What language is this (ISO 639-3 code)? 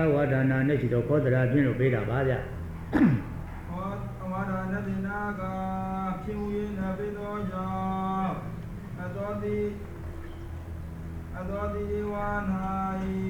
mya